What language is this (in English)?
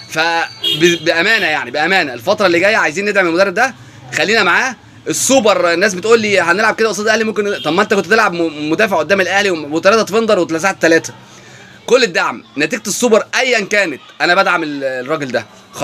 Egyptian Arabic